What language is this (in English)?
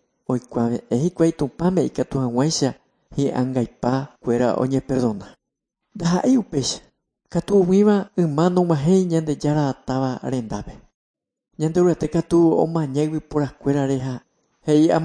Guarani